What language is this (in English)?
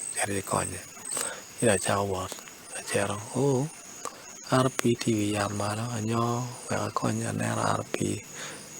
Acoli